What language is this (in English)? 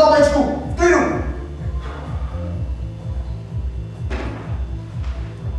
Czech